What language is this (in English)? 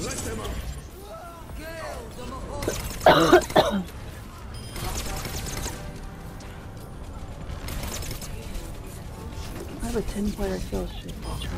English